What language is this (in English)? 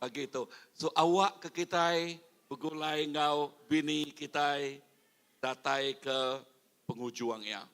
Iban